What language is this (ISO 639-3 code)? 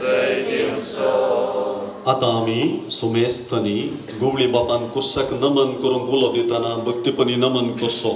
kok